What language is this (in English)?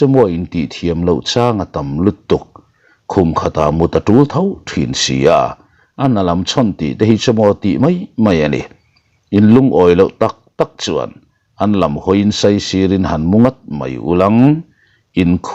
Mizo